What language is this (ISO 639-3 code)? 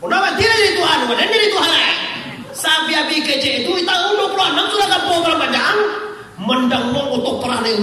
min